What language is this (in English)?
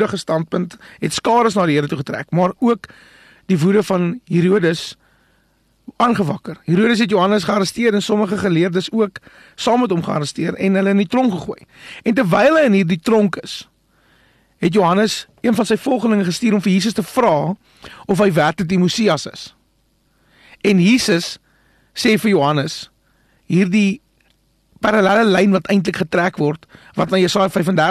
Afrikaans